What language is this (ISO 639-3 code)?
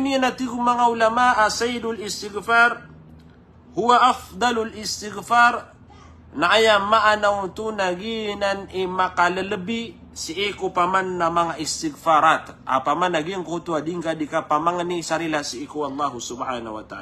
mrw